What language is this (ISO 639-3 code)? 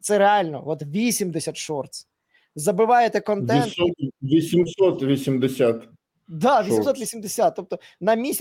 ukr